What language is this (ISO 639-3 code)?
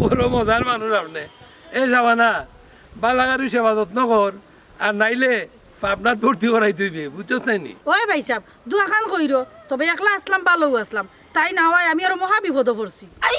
syl